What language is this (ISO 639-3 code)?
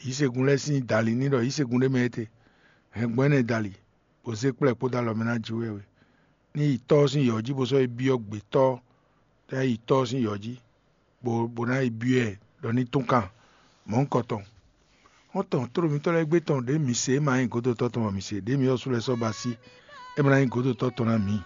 fon